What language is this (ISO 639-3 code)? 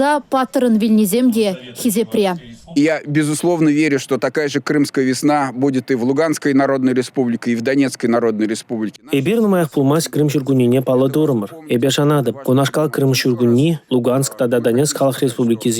chv